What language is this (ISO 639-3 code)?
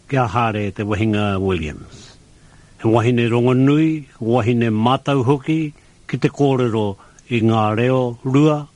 mri